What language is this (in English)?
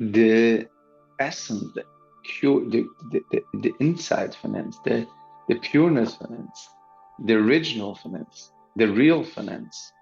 Yiddish